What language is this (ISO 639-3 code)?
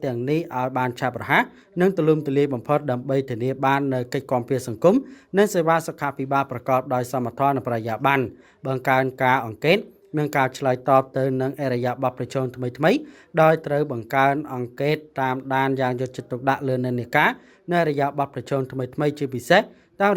khm